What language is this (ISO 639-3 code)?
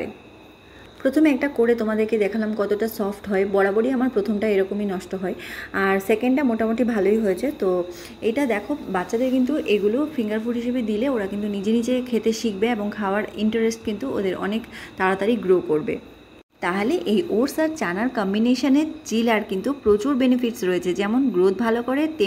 ben